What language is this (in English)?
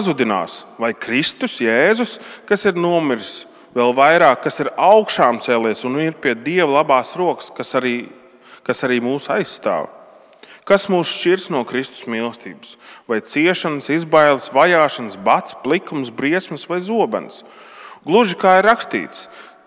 Latvian